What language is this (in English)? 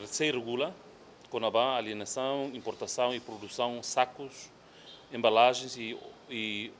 Tetum